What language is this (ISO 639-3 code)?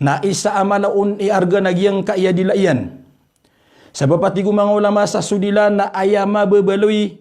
mrw